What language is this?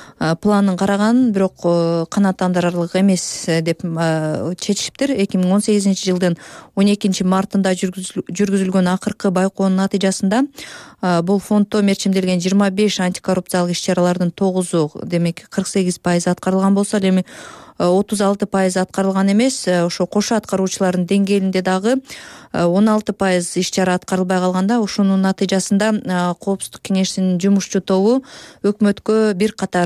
Kyrgyz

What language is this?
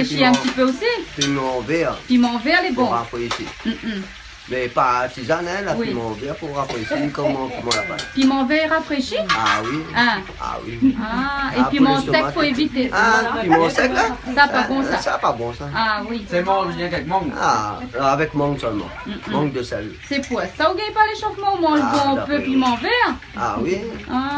Réunion Creole French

